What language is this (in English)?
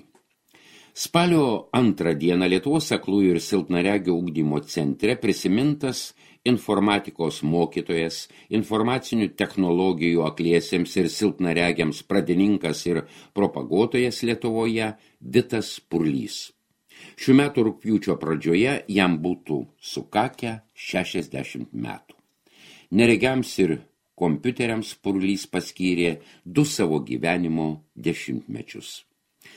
Lithuanian